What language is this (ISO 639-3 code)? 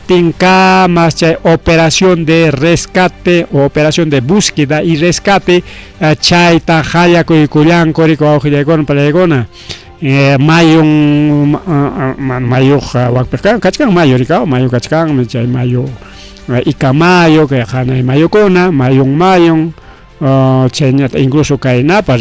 quy